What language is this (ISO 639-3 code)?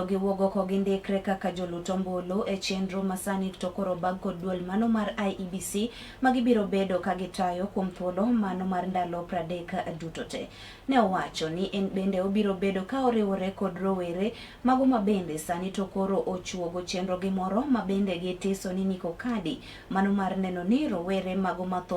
luo